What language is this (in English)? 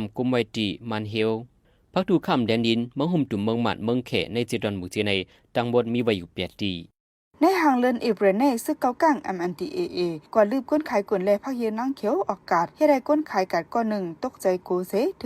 Shan